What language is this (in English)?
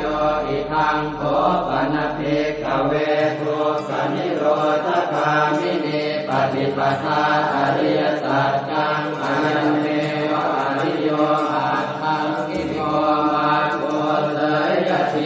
Pali